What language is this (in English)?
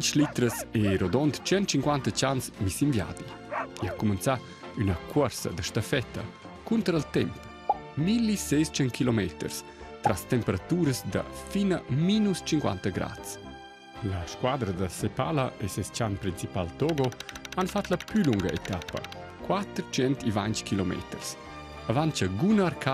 Romansh